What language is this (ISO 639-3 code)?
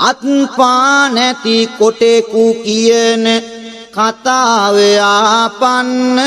sin